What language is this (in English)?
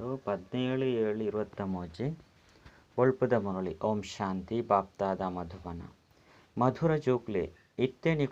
Tulu